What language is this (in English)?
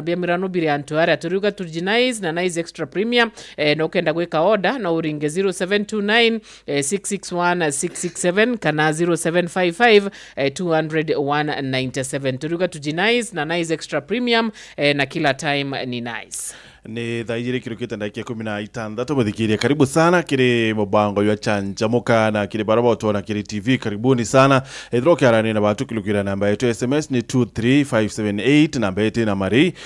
Meru